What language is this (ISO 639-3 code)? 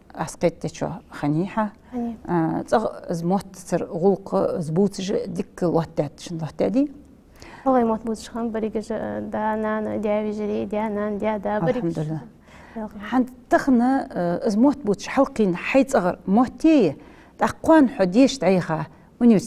inh